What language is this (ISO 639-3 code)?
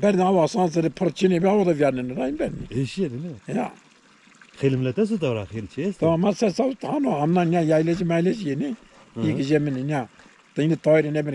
zza